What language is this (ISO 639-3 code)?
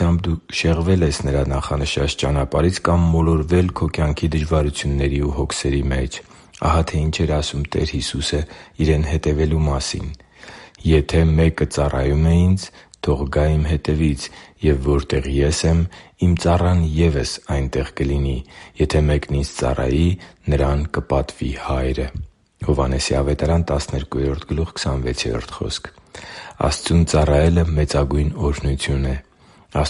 hye